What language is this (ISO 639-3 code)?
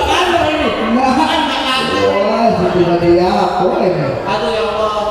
mui